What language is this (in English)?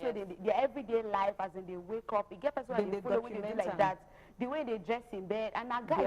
Nigerian Pidgin